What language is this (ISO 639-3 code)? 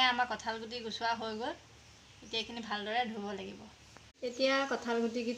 asm